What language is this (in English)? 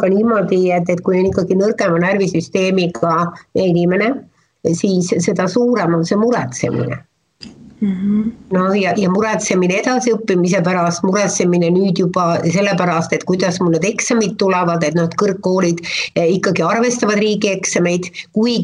Estonian